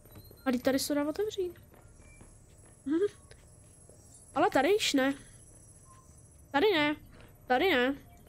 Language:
Czech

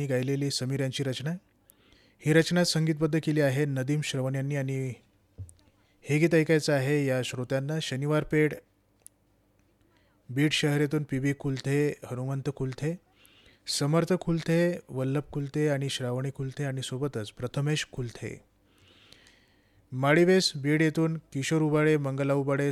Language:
Marathi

